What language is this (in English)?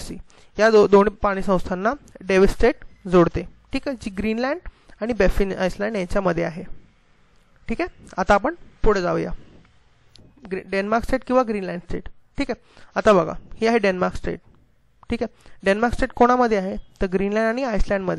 Marathi